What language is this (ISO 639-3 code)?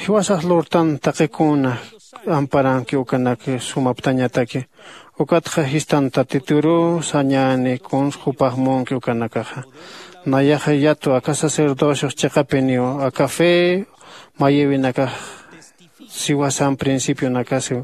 aym